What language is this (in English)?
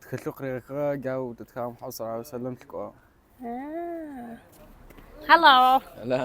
Adyghe